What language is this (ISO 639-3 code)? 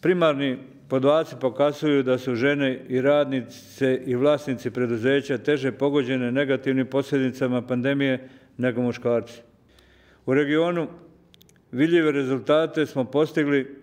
bos